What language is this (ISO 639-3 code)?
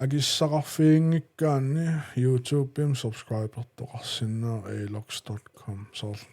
kal